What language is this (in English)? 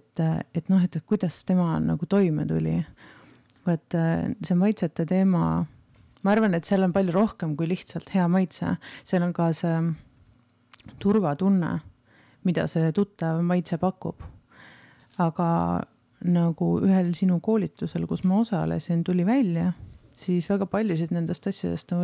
Estonian